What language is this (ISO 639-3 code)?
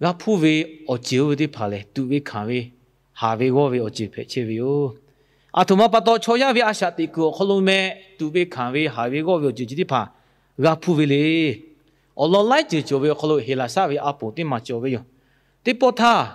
lhu